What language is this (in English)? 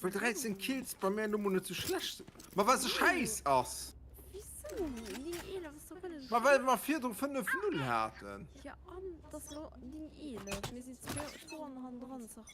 Luxembourgish